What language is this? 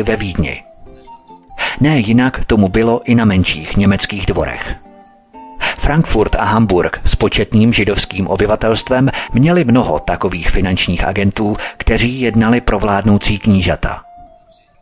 Czech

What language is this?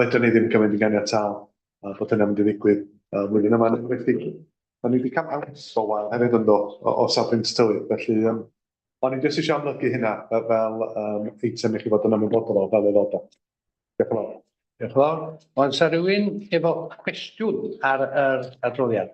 Welsh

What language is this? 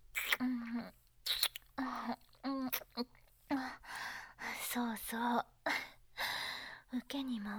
Japanese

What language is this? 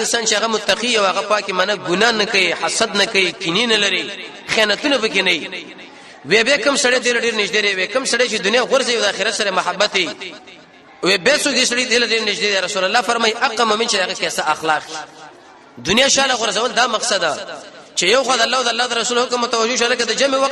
Pashto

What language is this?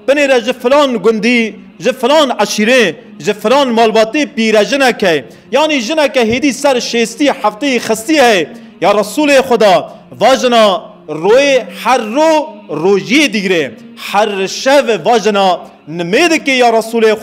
Kurdish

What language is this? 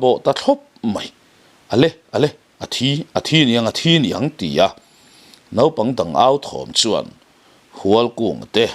Mizo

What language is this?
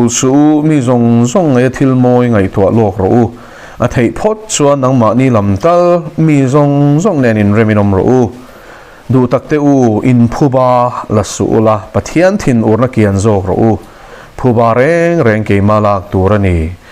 Mizo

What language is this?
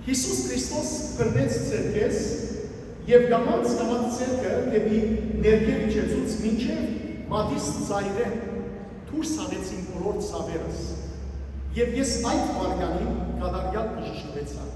Western Armenian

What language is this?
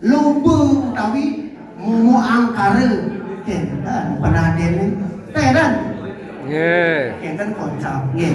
Balinese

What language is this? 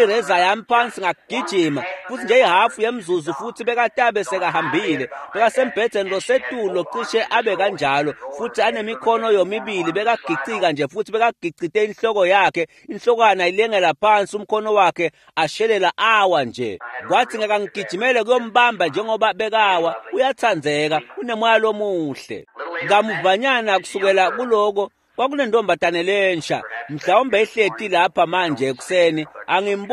Swati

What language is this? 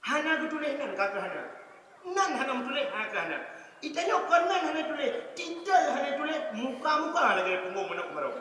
Achinese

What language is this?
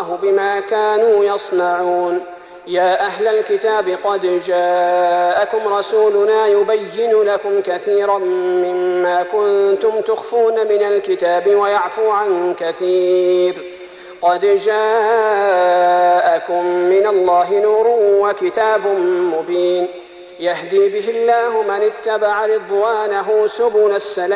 Arabic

